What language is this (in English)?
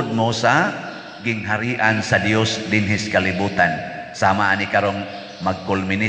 Cebuano